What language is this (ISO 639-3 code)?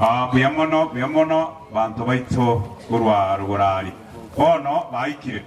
guz